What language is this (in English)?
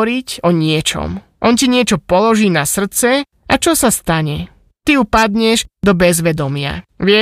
Slovak